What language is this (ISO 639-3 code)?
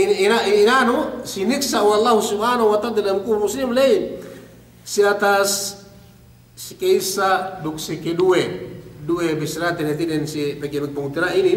yka